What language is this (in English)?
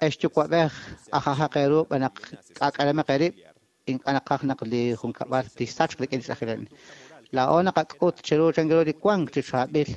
Kekchí